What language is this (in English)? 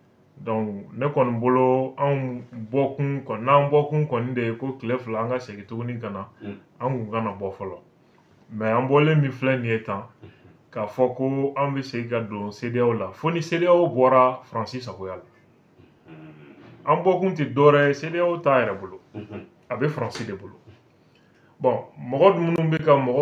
Bambara